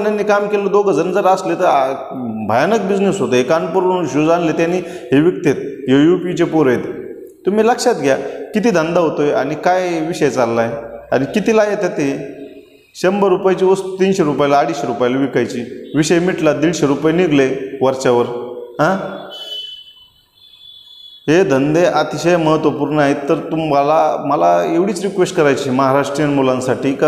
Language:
Marathi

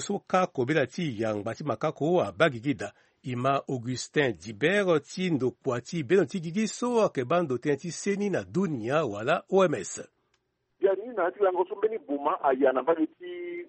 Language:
Sango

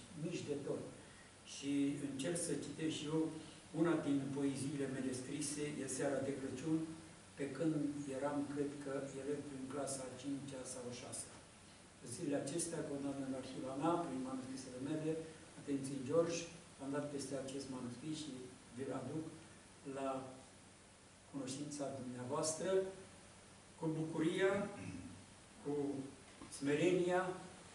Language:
Romanian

